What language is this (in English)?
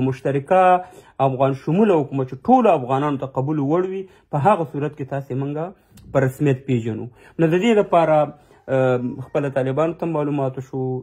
Pashto